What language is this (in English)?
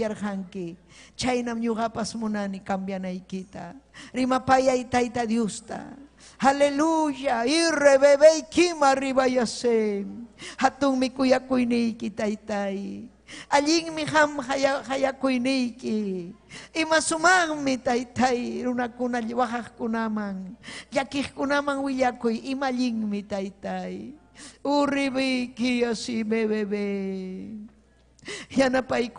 Ayacucho Quechua